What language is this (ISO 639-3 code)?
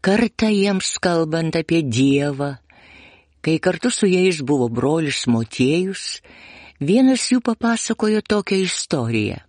lit